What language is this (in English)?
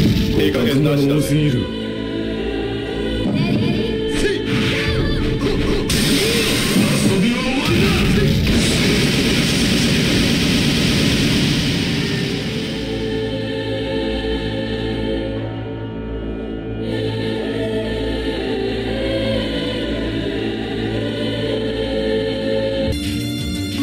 Japanese